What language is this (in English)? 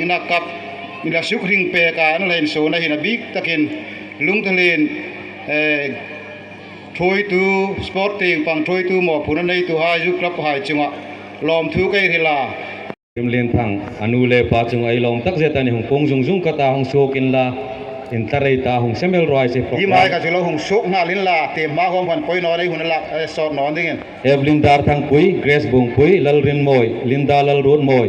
Hmar